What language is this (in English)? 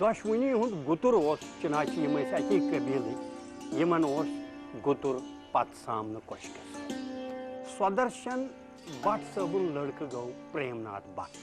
Kashmiri